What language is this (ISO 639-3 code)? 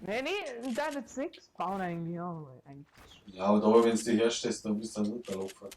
bar